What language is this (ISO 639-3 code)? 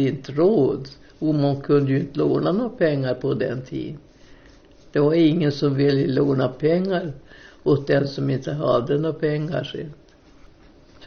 swe